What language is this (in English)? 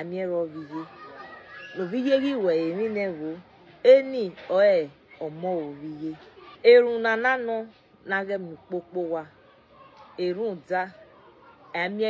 Bini